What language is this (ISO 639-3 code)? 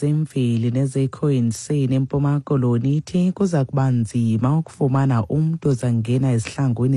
xho